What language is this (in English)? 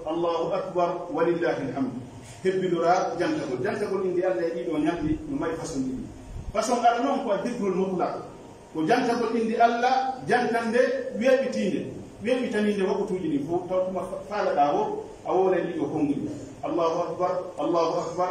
Pular